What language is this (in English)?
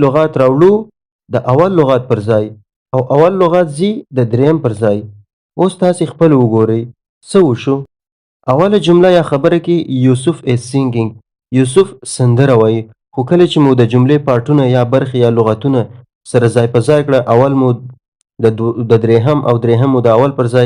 Pashto